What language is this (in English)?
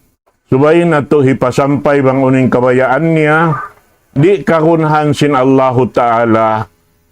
Tausug